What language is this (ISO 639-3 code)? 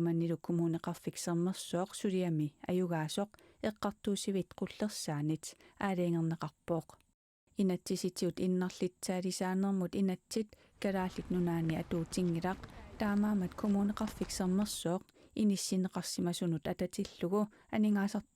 kal